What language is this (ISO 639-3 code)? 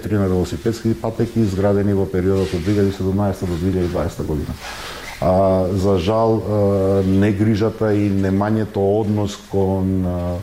mkd